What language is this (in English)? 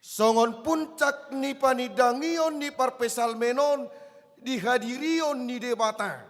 Batak Toba